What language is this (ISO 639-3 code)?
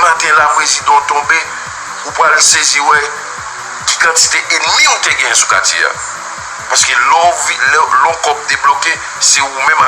hat